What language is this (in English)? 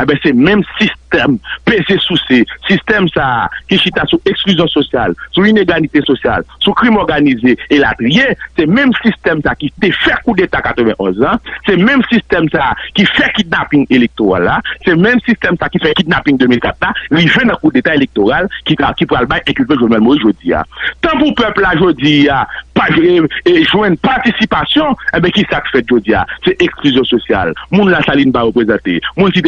Haitian Creole